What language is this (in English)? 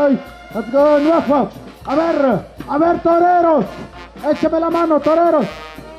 Tlahuitoltepec Mixe